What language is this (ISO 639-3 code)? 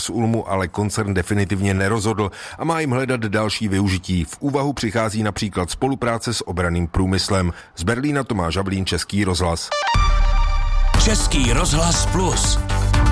ces